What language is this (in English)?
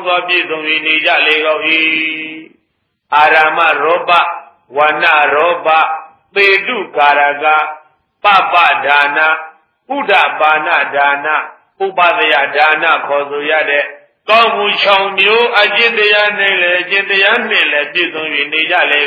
Burmese